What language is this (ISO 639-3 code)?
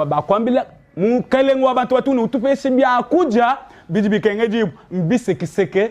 lua